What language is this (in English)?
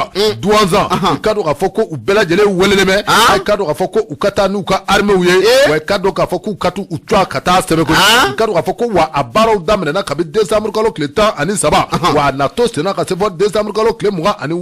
Bambara